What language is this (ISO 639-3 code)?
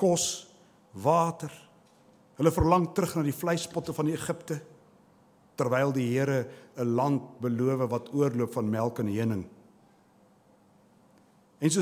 afr